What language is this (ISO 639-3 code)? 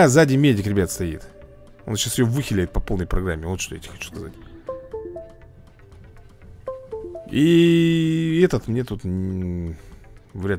rus